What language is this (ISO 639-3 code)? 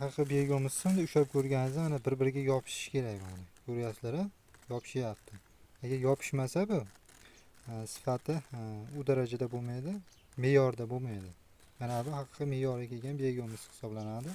uzb